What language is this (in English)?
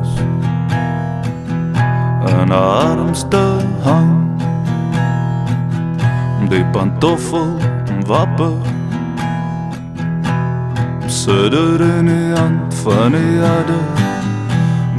Afrikaans